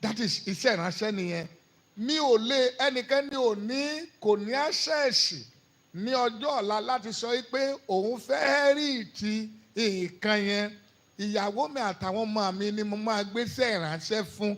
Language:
Yoruba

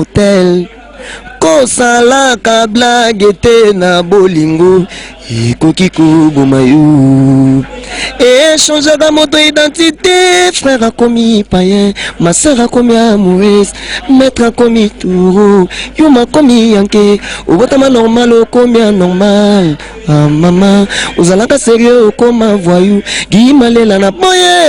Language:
Lingala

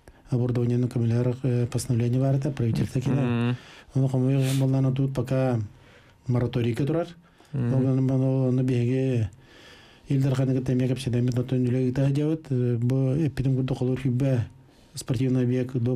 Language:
Yakut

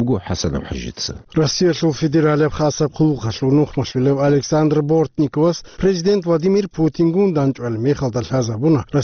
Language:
Avaric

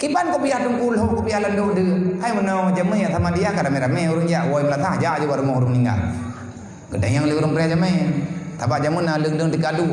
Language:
Achinese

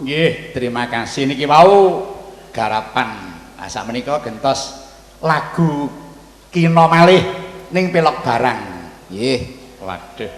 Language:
Javanese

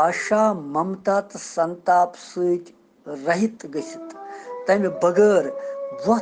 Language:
Kashmiri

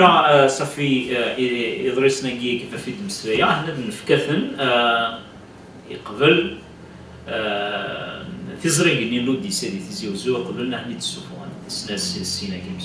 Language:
Kabyle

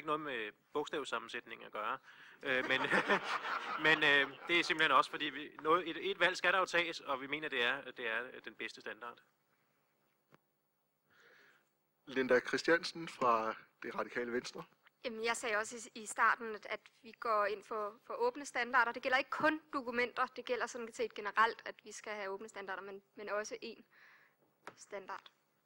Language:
Danish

